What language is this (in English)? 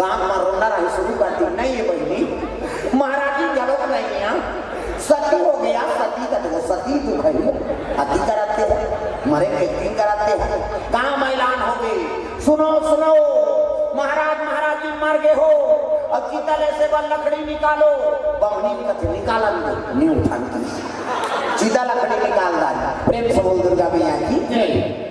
Chhattisgarhi